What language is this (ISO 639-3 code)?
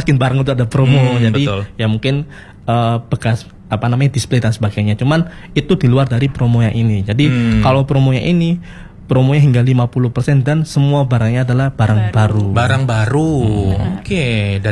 ind